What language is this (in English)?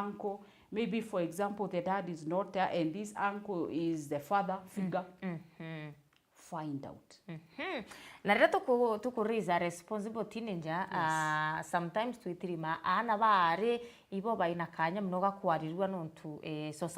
Meru